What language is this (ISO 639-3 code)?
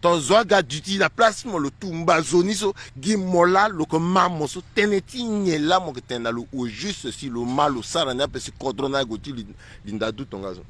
sag